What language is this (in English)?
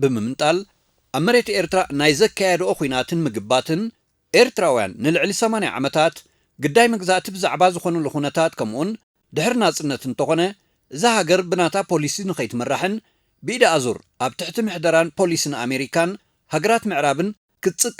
Tigrinya